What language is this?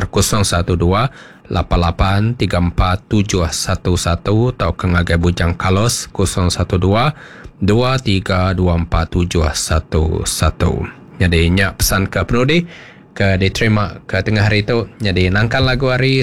Iban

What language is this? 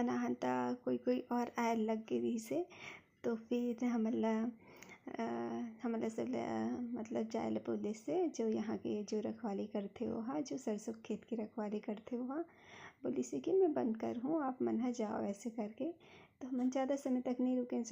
Chhattisgarhi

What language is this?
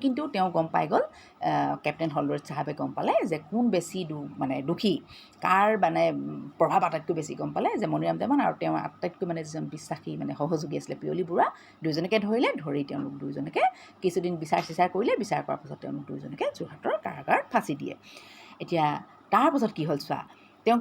Assamese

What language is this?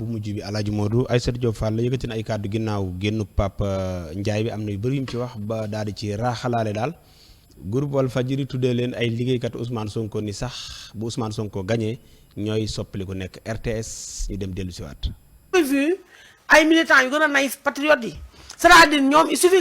Wolof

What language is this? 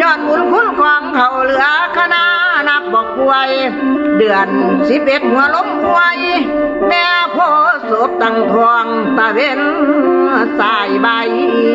Northeastern Thai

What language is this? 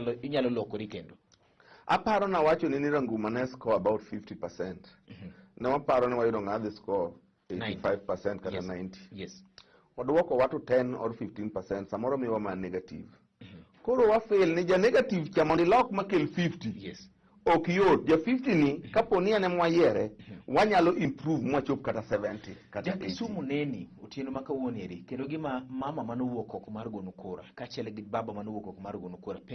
Luo (Kenya and Tanzania)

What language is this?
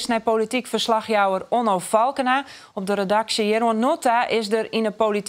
Western Frisian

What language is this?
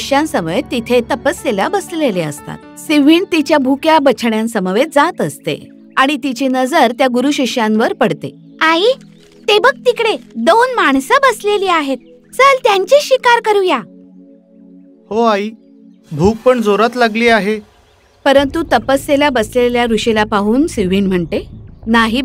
Marathi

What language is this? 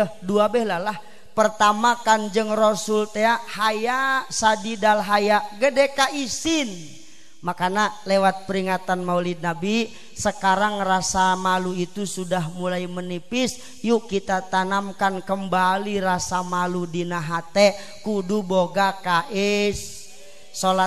Sundanese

